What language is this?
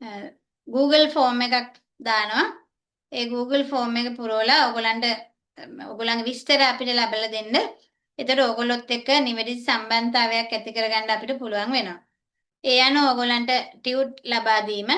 Sinhala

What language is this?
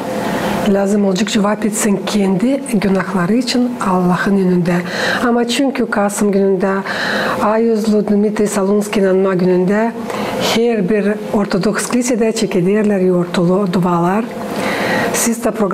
Gagauz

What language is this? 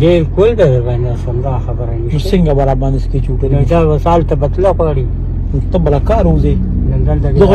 Pashto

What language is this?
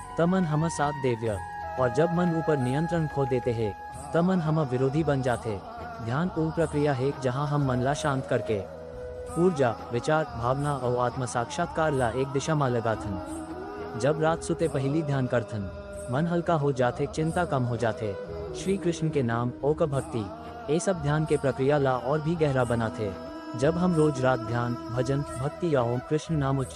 Chhattisgarhi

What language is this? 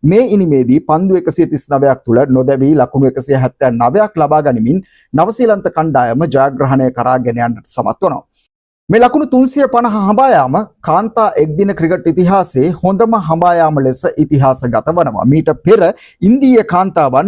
Sinhala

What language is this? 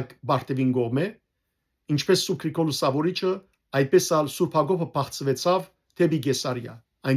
Western Armenian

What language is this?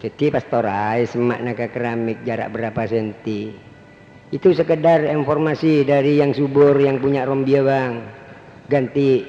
Madurese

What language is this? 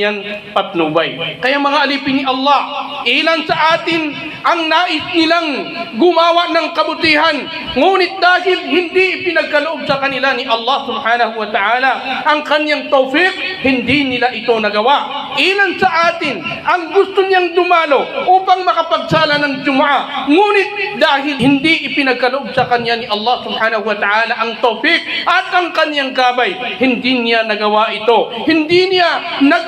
Maranao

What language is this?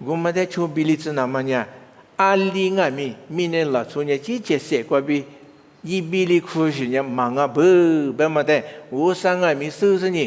Lisu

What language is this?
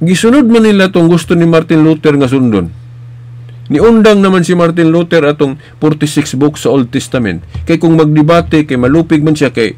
Cebuano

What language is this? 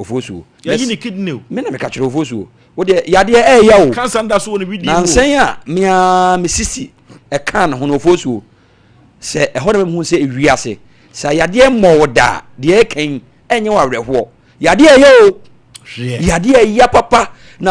Akan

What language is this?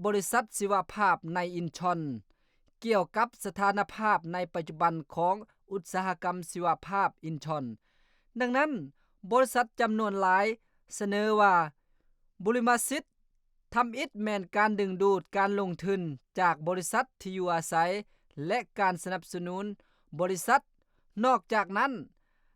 Lao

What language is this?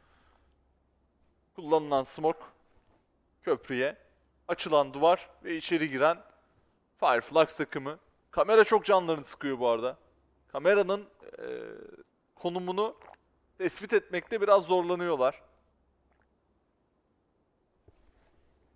Turkish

